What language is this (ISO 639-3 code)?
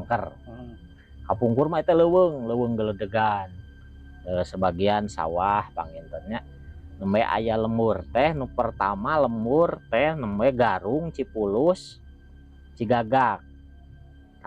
sun